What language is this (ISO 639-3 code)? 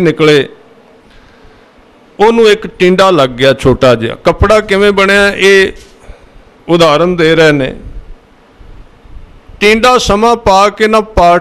pan